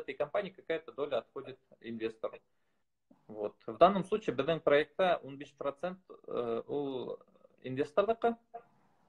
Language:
Bashkir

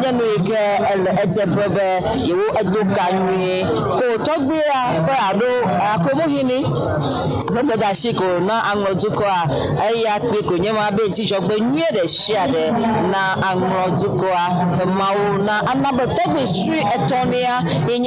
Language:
Ewe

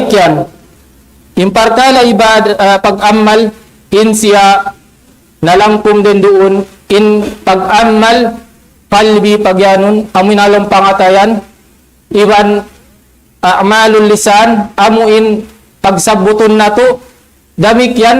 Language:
Tausug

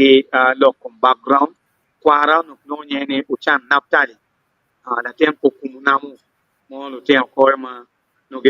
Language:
Acoli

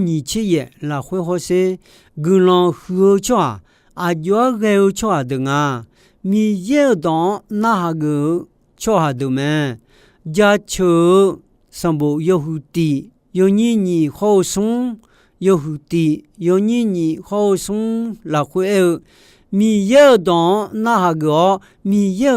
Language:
Akha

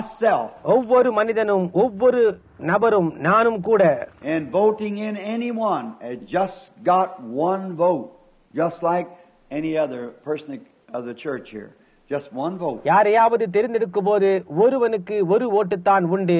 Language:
Tamil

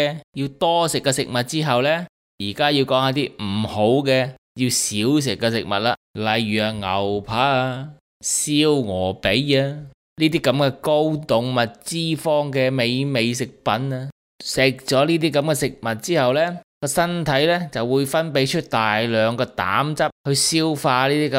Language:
Cantonese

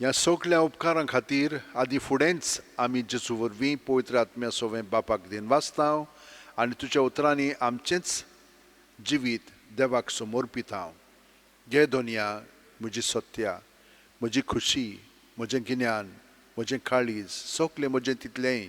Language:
Konkani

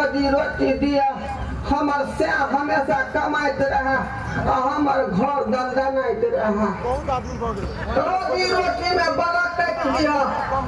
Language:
Maithili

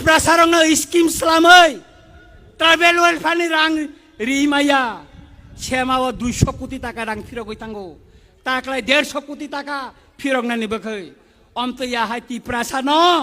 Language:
Kok Borok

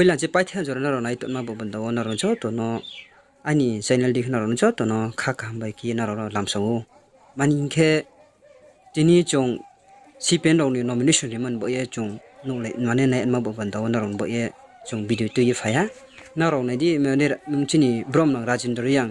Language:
Riang (India)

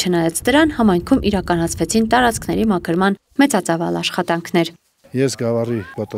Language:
Armenian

